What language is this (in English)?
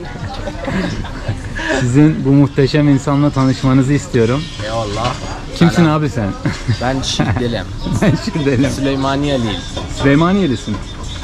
Turkish